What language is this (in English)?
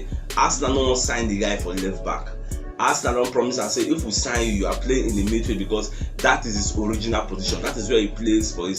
Nigerian Pidgin